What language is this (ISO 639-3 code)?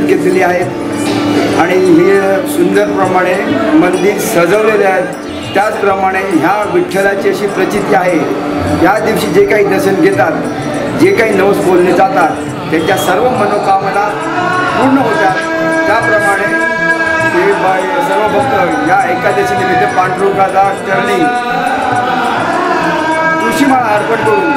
mar